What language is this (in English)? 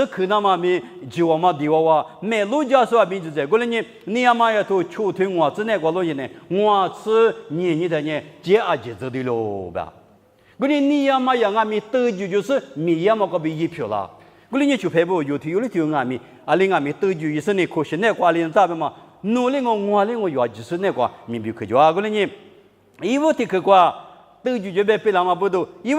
Lisu